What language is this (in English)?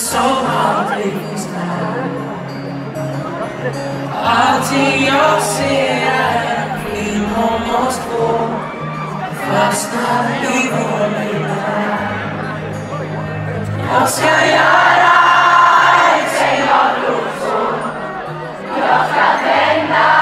Swedish